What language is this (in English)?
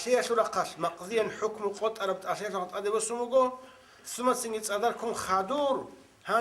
Avaric